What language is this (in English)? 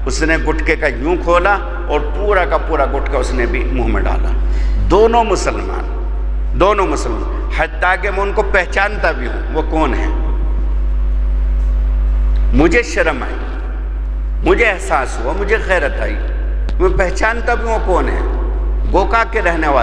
Urdu